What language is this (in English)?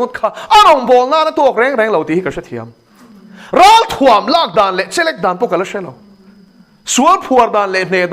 Mizo